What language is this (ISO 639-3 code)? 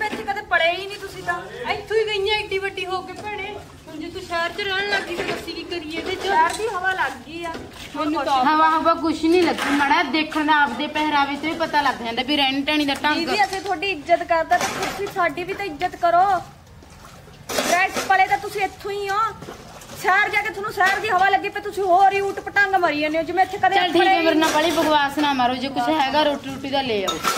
pan